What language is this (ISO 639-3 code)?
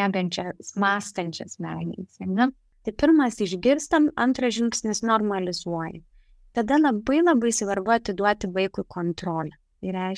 lit